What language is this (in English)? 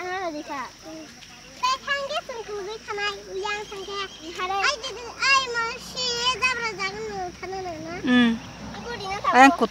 Kok Borok